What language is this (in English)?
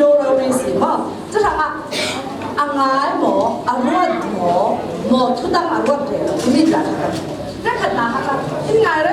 Falam Chin